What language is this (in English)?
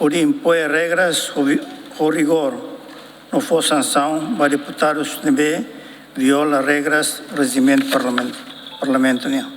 Tetum